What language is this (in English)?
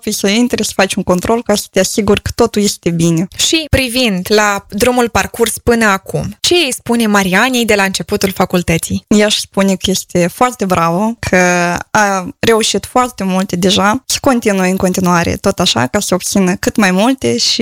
Romanian